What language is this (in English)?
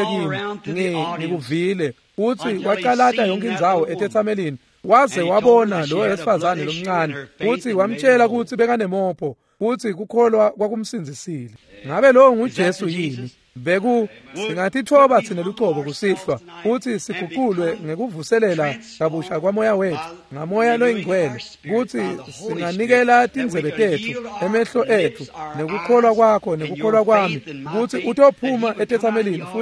Swati